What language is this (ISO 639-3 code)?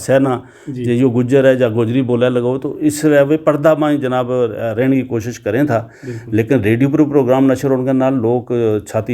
gju